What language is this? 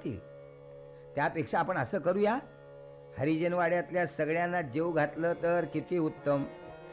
Marathi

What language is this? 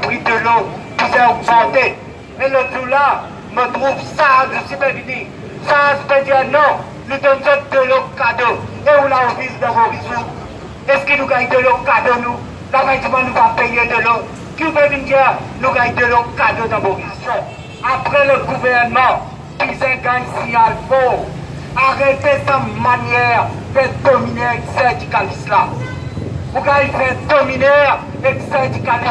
Morisyen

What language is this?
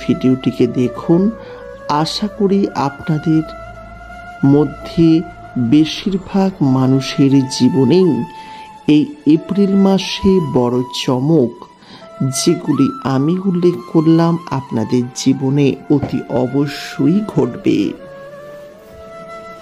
Bangla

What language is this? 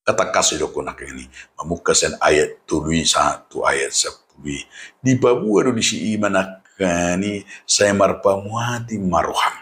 Batak Toba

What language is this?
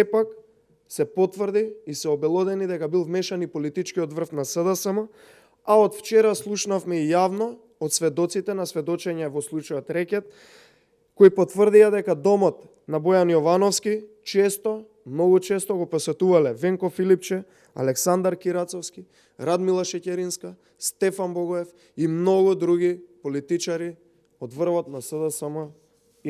Macedonian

